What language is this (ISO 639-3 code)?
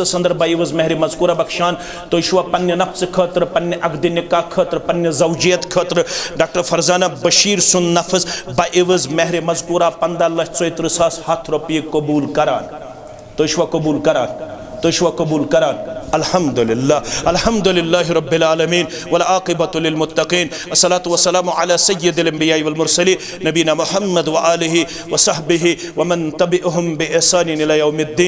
kas